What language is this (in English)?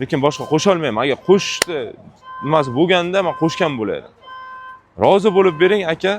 Uzbek